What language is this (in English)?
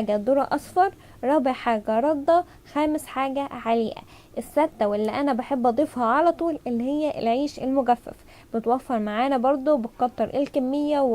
Egyptian Arabic